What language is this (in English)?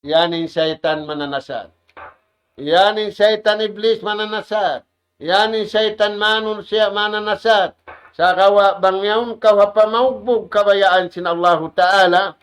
Tausug